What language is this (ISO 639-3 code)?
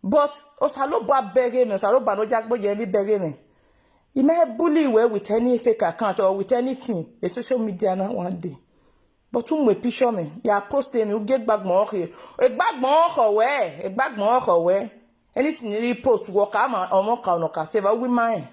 pcm